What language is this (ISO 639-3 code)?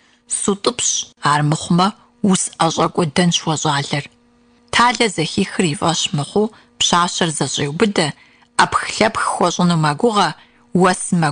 kbd